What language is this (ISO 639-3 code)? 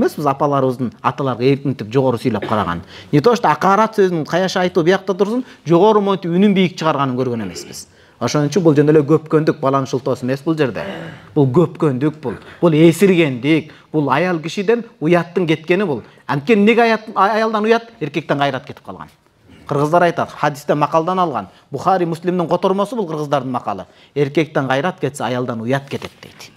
kir